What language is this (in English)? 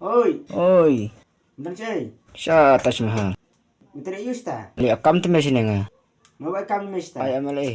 Khasi